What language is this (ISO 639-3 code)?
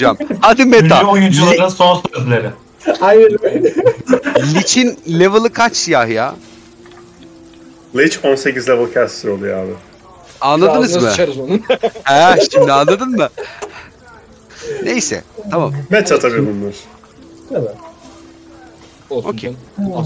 tur